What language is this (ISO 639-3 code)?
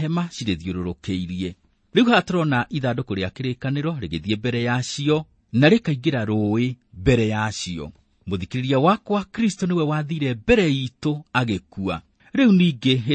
kik